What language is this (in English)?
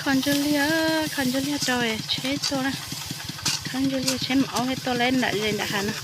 Hmong